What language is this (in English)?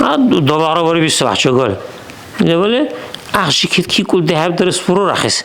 Dargwa